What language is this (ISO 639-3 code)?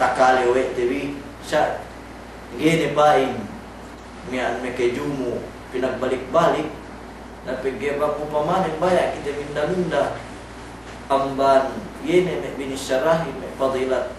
yka